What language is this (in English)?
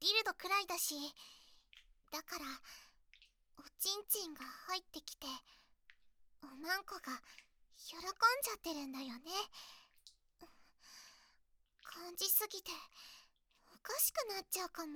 Japanese